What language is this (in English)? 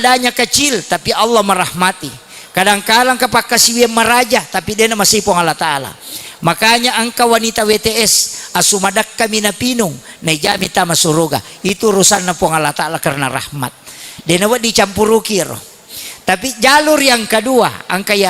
Buginese